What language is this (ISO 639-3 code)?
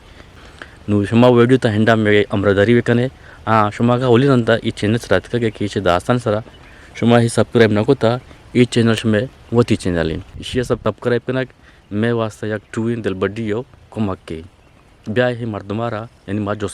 bgp